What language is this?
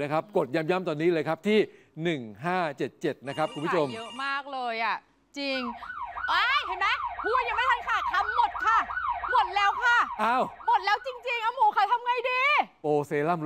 Thai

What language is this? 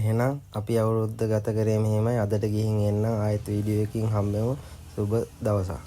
Sinhala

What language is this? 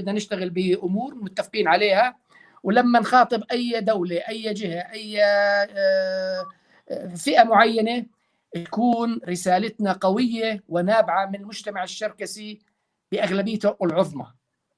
North Levantine Arabic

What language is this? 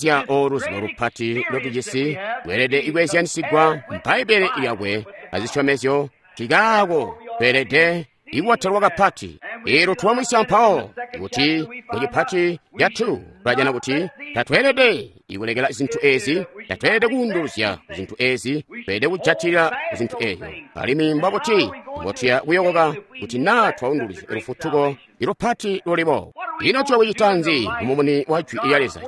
Tonga (Zambia)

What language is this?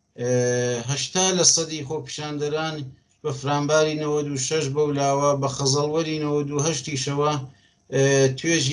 Central Kurdish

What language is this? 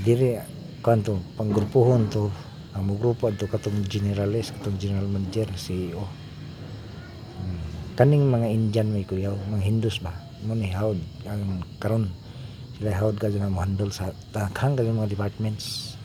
Cebuano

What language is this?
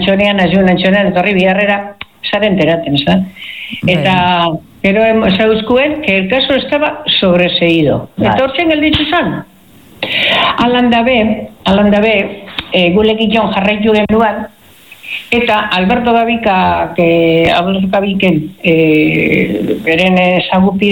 Basque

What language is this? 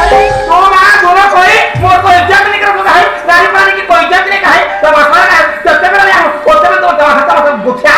Chhattisgarhi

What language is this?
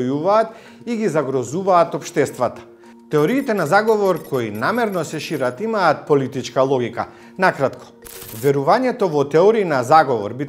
Macedonian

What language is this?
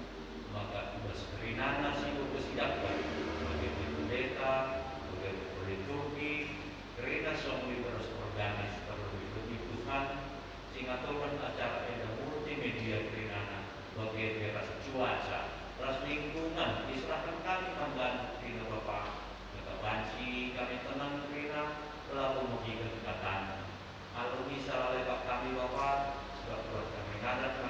Batak Karo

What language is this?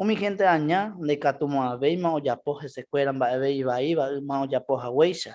Guarani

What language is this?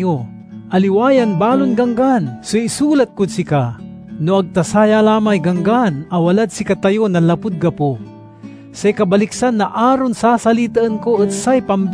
Pangasinan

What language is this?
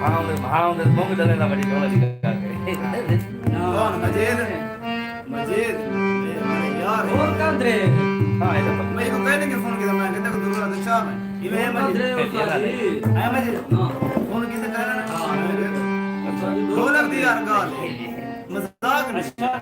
Saraiki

